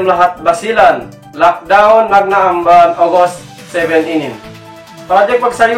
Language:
Yakan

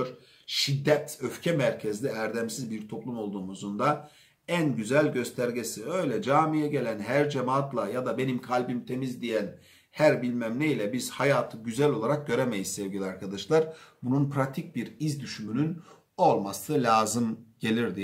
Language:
Turkish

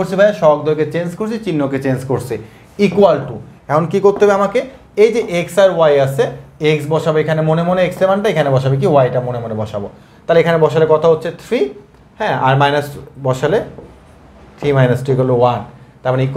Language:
Bangla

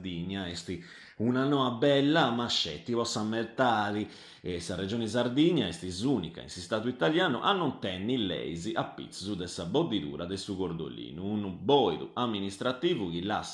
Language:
Sardinian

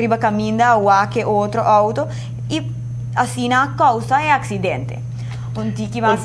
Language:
Papiamento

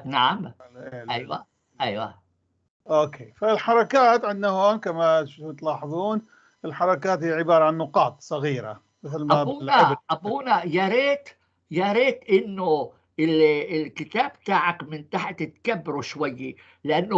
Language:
North Levantine Arabic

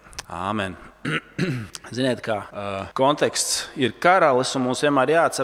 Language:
Latvian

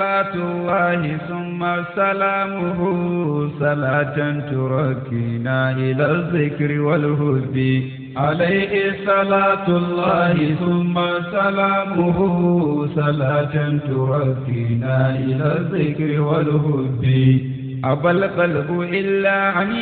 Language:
Zarma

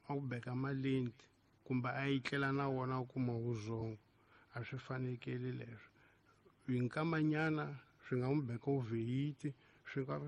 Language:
Tsonga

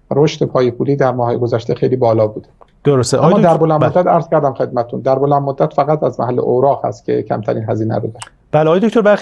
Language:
Persian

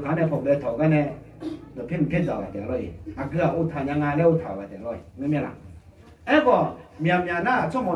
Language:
Akha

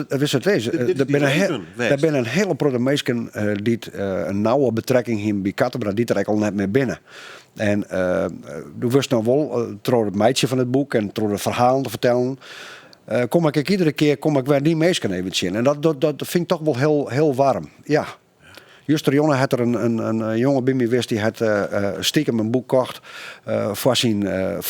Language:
Western Frisian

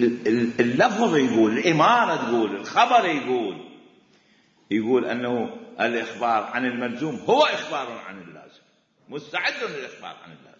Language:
Mesopotamian Arabic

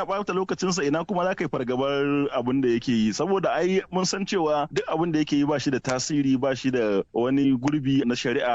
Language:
Hausa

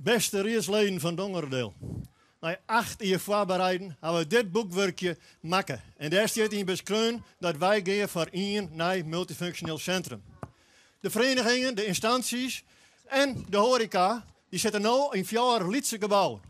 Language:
Western Frisian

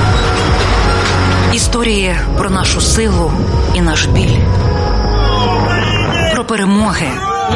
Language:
Ukrainian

